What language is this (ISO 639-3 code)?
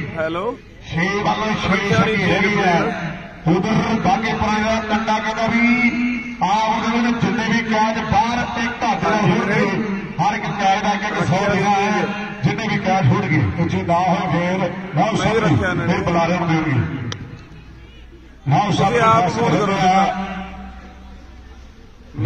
pan